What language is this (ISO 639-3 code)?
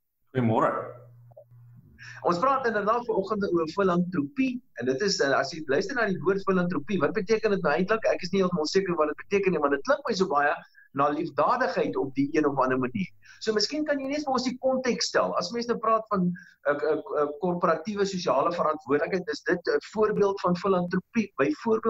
afr